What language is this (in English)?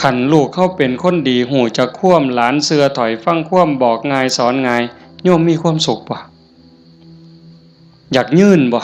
Northeastern Thai